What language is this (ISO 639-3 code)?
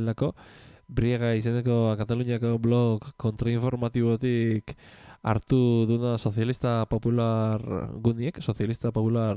eus